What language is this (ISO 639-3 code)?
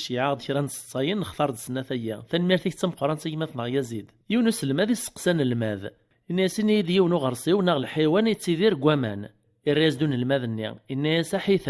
kab